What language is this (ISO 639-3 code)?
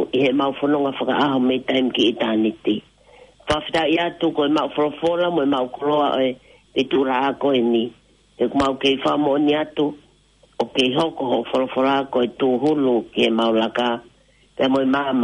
ton